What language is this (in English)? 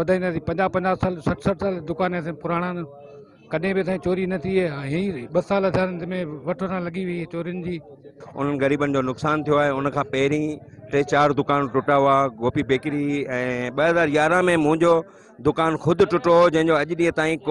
Sindhi